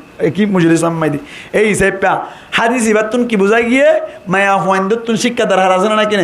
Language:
Rohingya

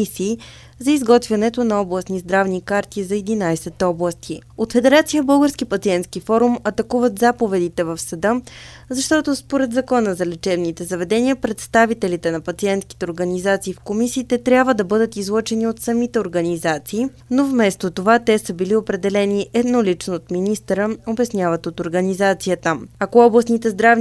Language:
Bulgarian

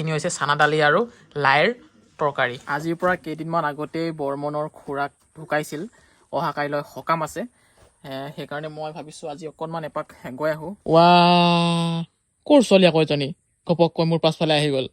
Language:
Assamese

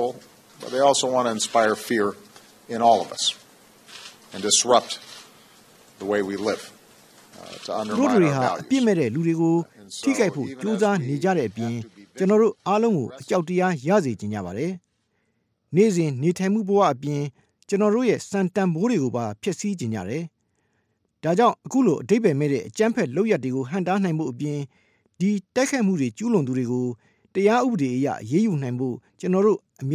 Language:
Burmese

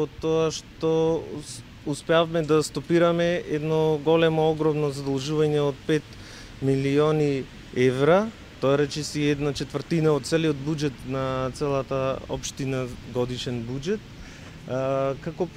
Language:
Macedonian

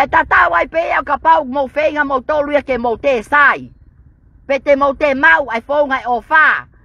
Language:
Tongan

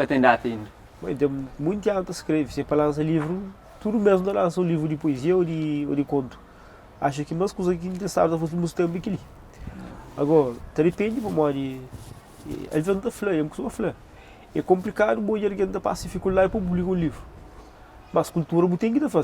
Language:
Kabuverdianu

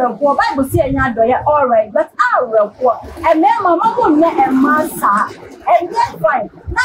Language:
Akan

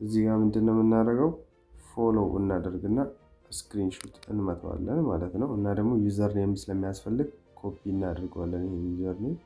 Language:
Amharic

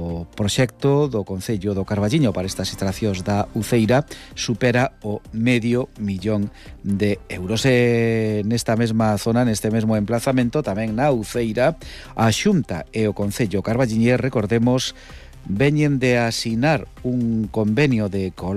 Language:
Galician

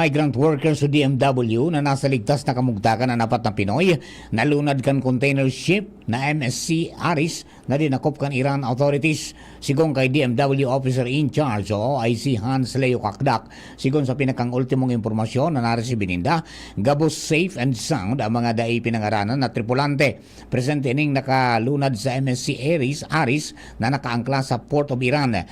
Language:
Bikol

